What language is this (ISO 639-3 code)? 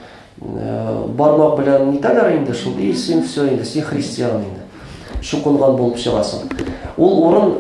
tat